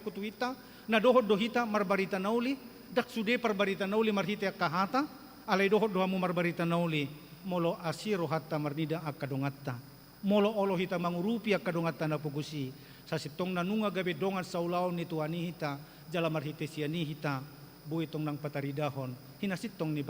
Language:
Batak Toba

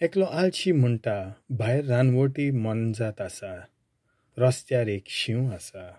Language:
Konkani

